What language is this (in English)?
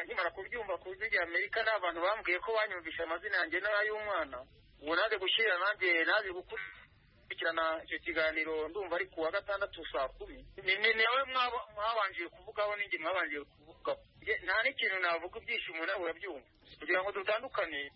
Kinyarwanda